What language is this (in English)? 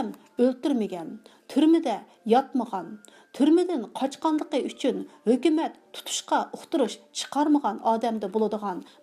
Uyghur